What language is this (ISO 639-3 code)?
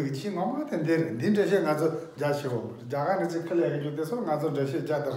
bod